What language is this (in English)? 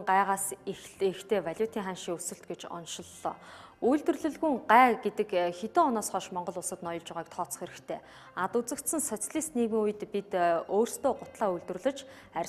Mongolian